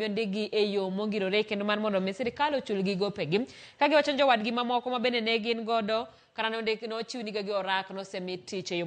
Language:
Luo (Kenya and Tanzania)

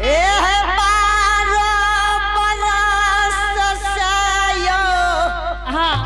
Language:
Angika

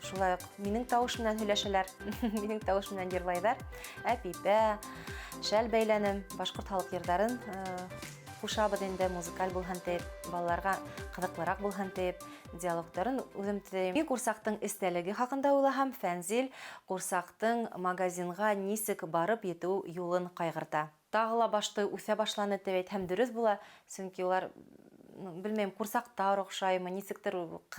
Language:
Bashkir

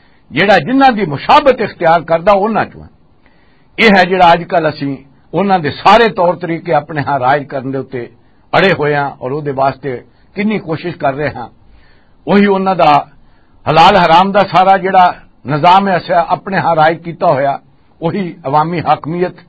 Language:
Western Panjabi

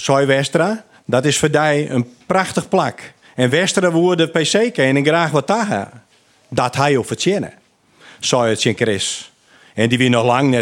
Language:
Western Frisian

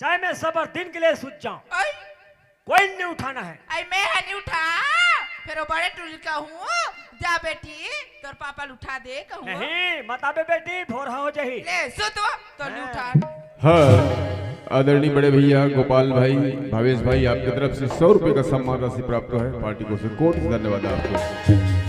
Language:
Chhattisgarhi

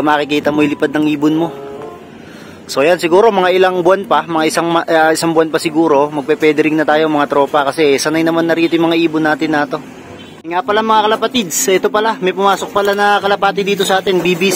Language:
Filipino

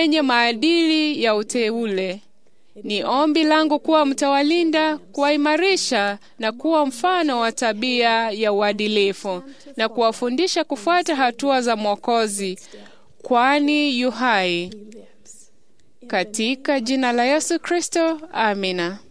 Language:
Swahili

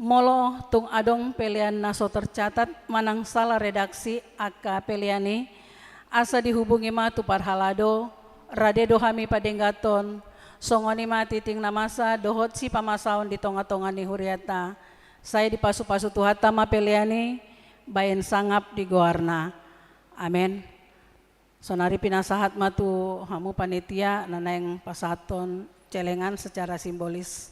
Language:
Batak Toba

